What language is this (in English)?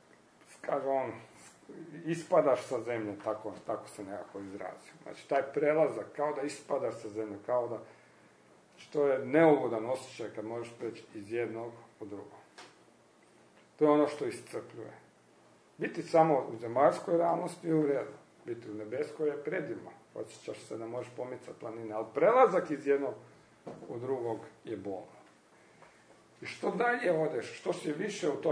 Croatian